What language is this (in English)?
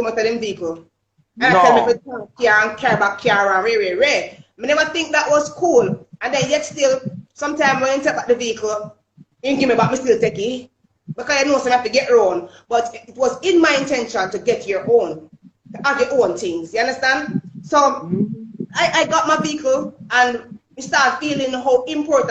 Jamaican Creole English